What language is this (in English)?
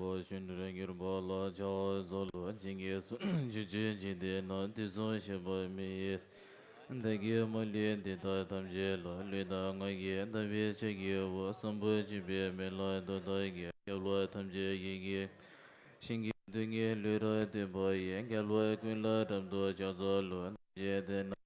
Tibetan